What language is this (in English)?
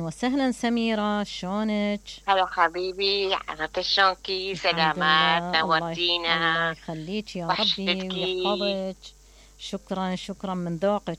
Mesopotamian Arabic